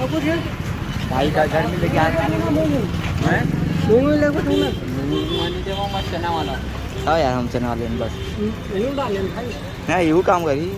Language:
Chhattisgarhi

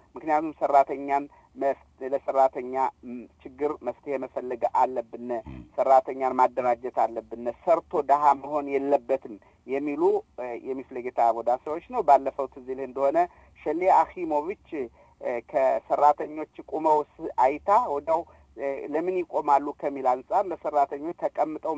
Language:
Amharic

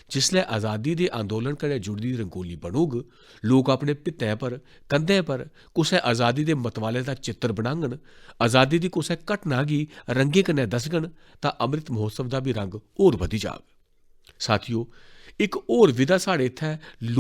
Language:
Dogri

